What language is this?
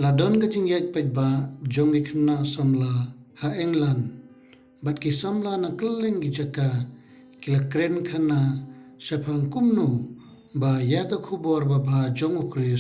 Khasi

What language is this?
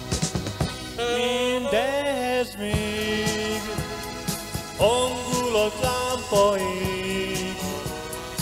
Hungarian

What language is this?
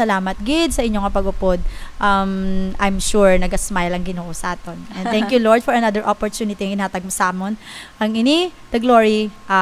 Hiligaynon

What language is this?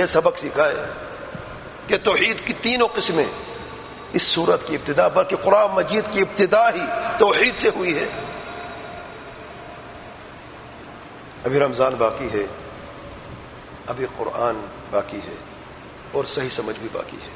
Urdu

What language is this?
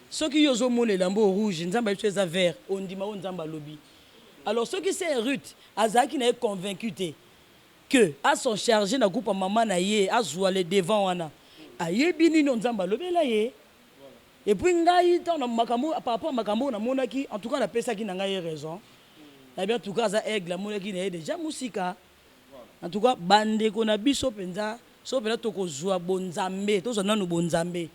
Lingala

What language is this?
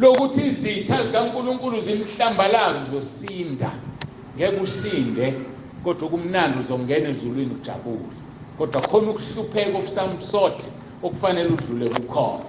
Zulu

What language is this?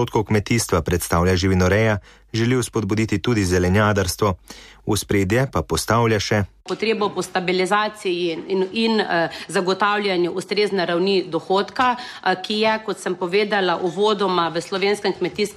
Slovenian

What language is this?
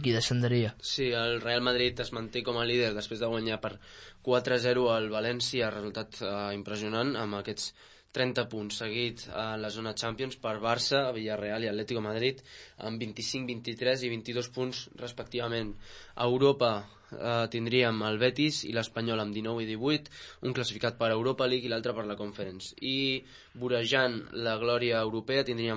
Catalan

